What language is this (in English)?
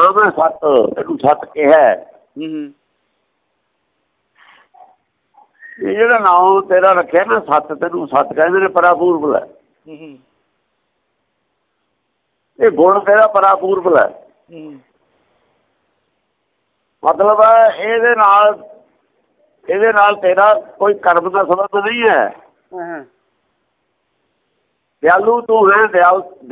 Punjabi